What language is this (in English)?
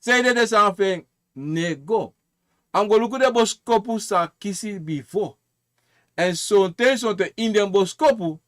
Sranan Tongo